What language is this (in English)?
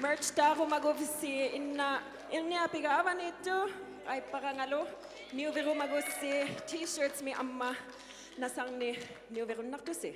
Inuktitut